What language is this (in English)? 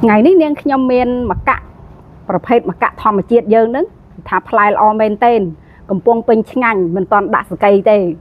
Khmer